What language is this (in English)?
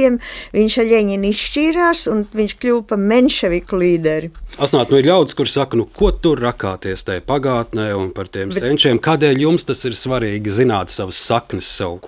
Latvian